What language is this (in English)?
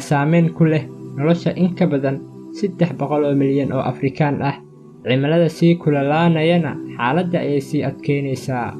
Somali